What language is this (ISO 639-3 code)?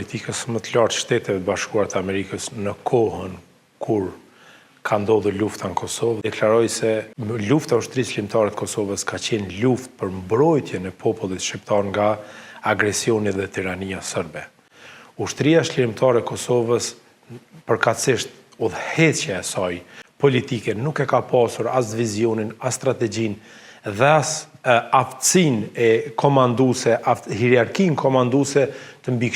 sqi